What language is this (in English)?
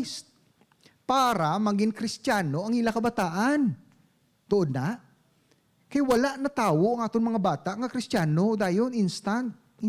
Hiligaynon